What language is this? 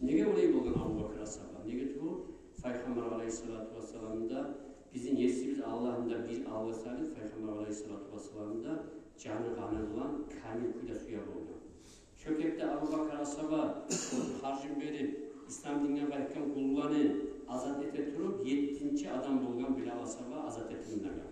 Kumyk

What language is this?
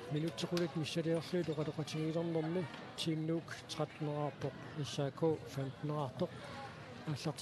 Kalaallisut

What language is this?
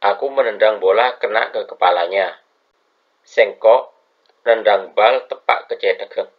Madurese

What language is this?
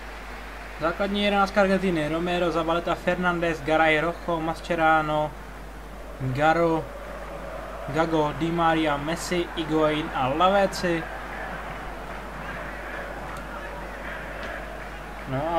Czech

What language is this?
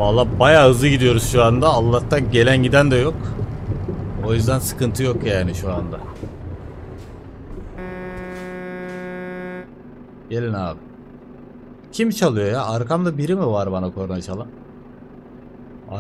Turkish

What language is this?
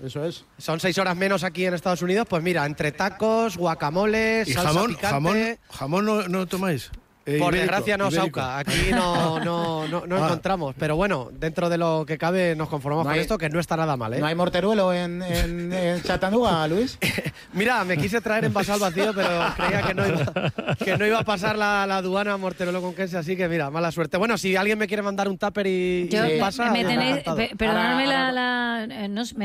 Spanish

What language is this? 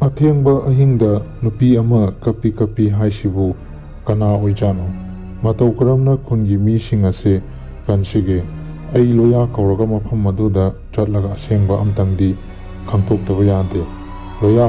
Manipuri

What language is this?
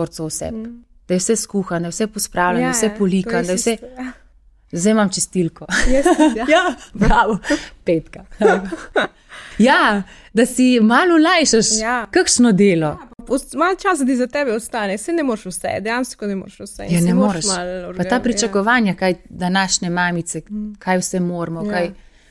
Slovenian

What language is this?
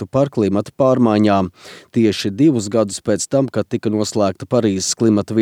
Latvian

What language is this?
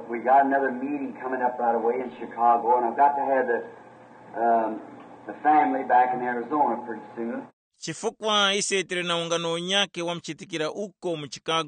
Tumbuka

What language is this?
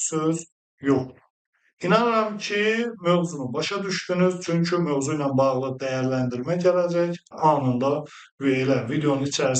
Azerbaijani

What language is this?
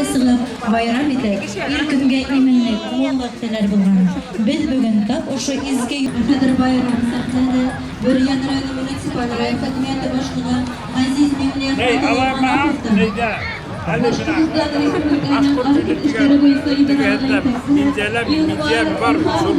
Bashkir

